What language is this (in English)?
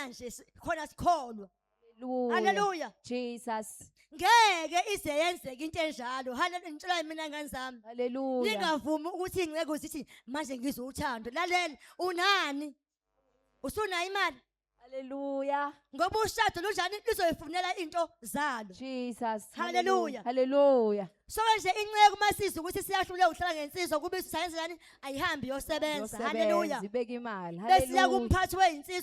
Zulu